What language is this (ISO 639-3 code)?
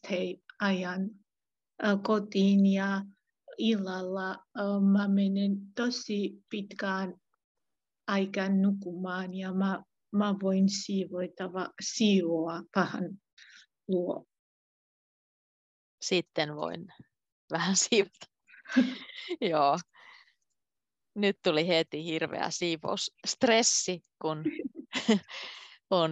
fin